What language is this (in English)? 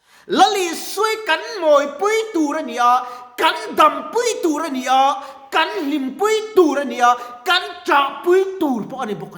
Mizo